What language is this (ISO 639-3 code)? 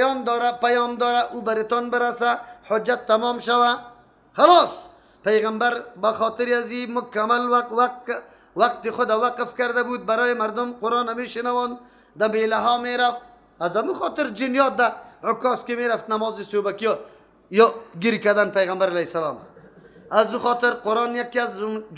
fas